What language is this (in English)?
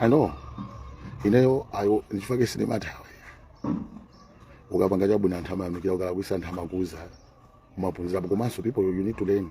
Nyanja